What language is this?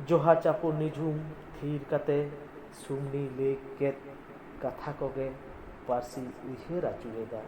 Santali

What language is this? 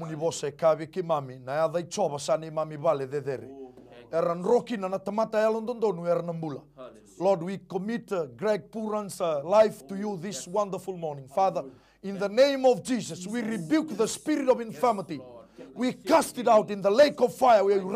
Fijian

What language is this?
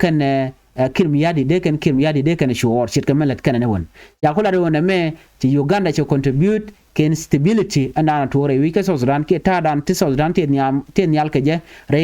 Nuer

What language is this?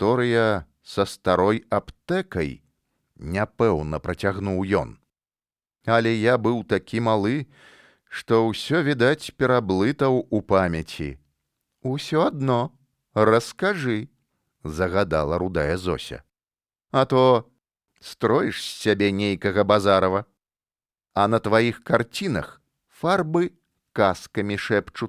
Belarusian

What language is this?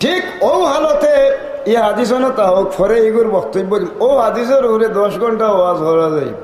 Sylheti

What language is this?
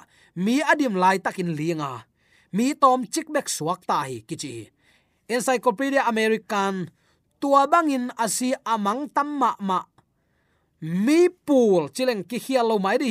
Tedim Chin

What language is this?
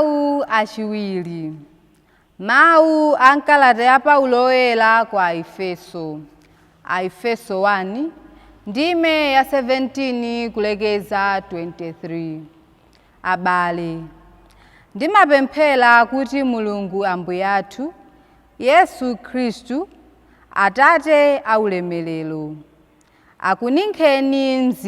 Nyanja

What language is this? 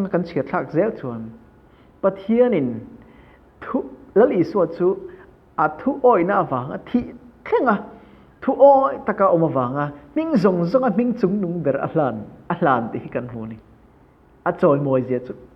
Mizo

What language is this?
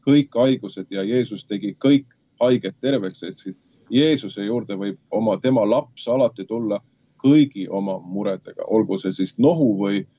Estonian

